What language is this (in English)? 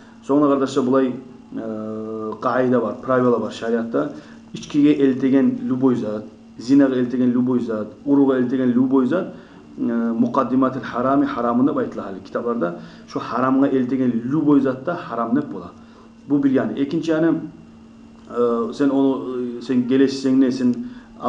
Kumyk